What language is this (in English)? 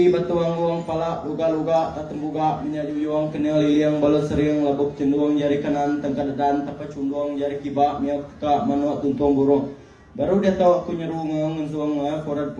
Iban